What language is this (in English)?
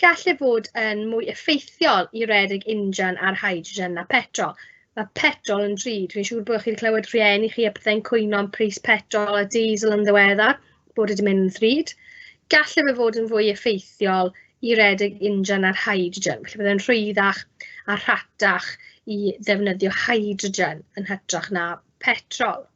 Welsh